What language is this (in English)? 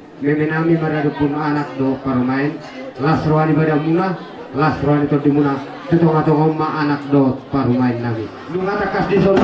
Batak Toba